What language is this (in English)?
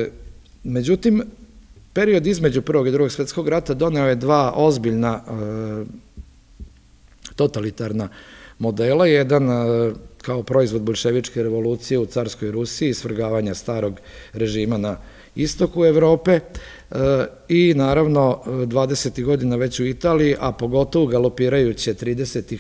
Serbian